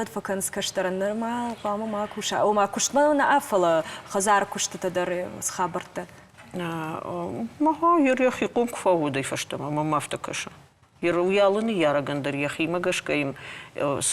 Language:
Ossetic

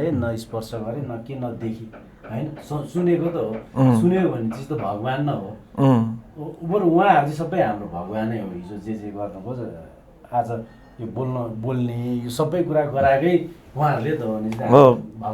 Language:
Nepali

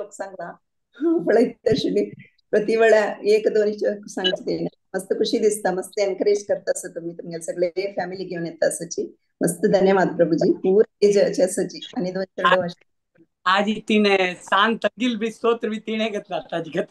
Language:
Konkani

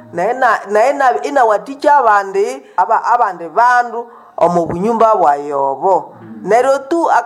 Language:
Nande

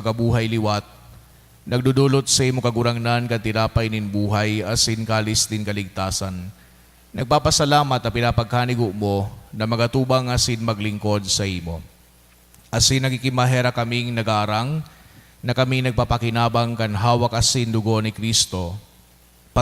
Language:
Bikol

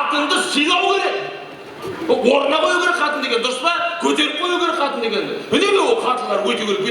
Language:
Kara-Kalpak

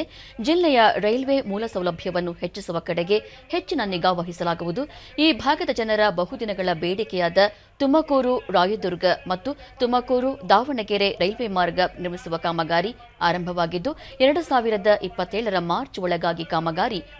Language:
Kannada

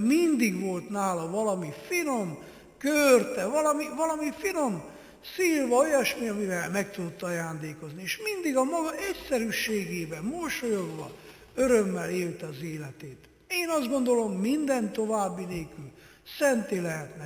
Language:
Hungarian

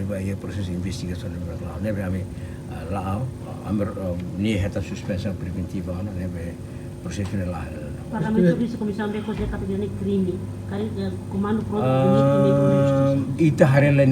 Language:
Tetum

